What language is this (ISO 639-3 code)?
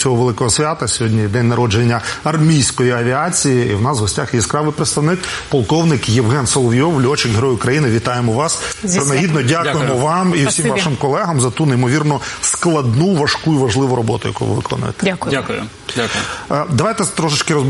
ukr